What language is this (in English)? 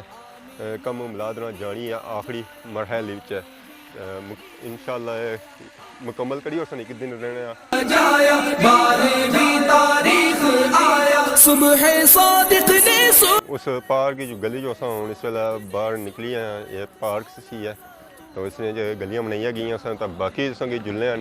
Pahari-Potwari